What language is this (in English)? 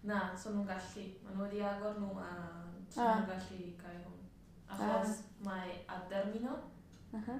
Welsh